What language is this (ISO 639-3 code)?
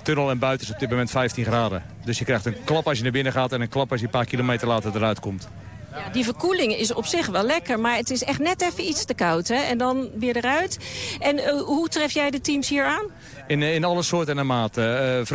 nld